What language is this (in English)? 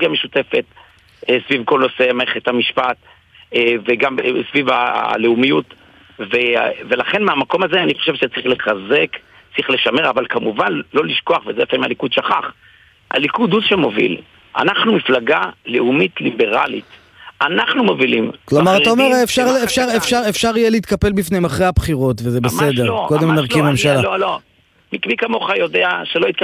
Hebrew